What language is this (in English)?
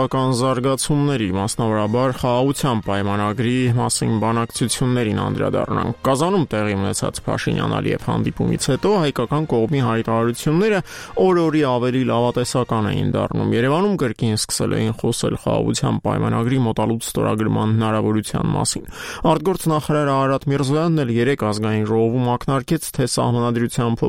Armenian